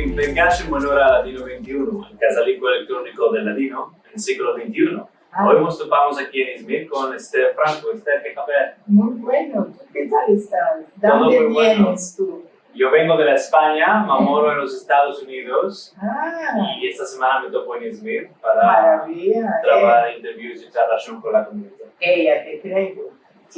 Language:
Ladino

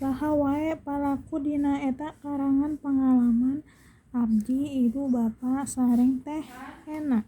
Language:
Sundanese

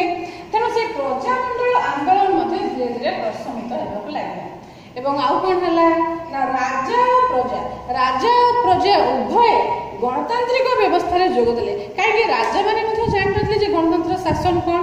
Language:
Odia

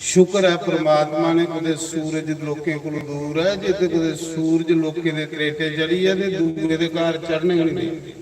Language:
Dogri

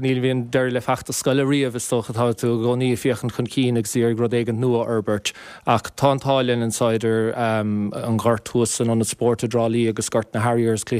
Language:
Irish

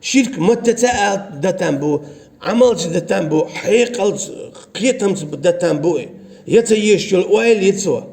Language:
Chechen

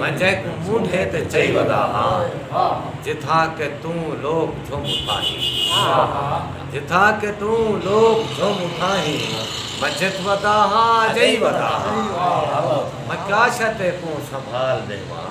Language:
Saraiki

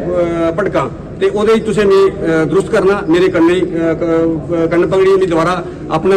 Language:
Dogri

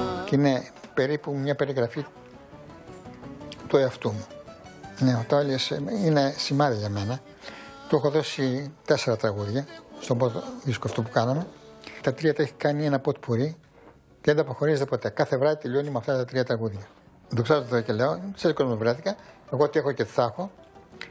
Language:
Greek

